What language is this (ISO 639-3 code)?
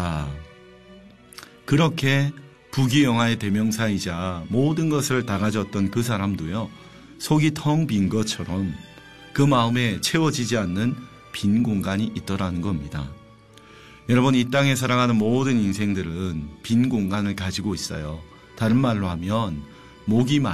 kor